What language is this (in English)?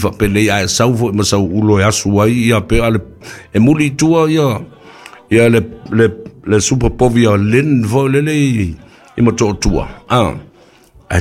Samoan